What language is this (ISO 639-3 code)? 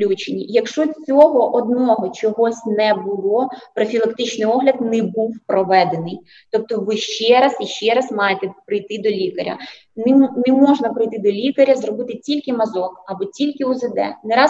ukr